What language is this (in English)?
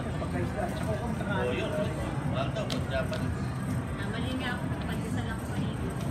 Filipino